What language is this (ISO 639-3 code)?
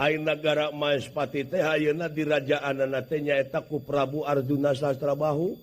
sun